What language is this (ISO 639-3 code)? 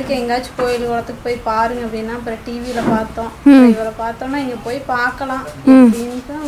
tam